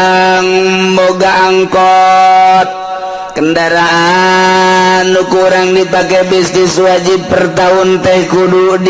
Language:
Sundanese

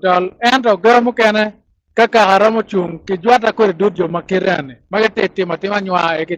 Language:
Acoli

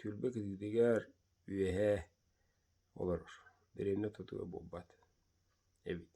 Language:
Yakut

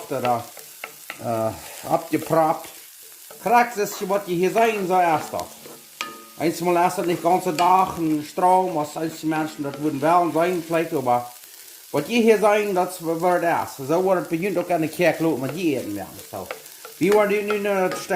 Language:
Plautdietsch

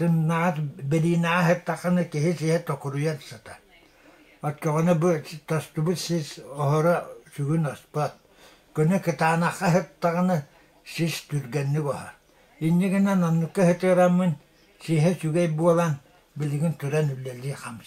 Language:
Yakut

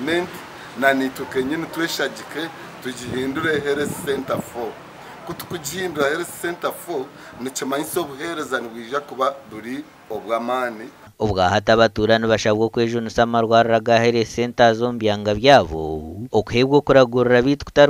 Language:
Nyankole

